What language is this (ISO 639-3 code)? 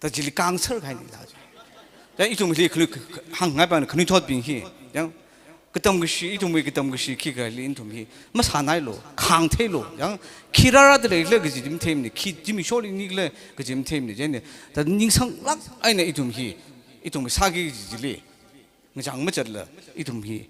nmf